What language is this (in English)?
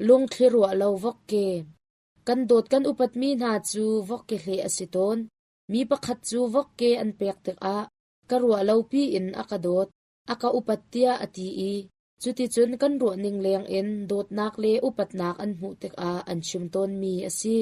Hakha Chin